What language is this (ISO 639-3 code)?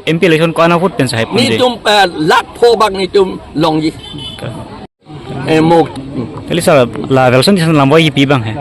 mjw